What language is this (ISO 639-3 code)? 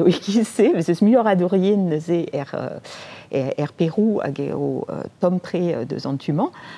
bre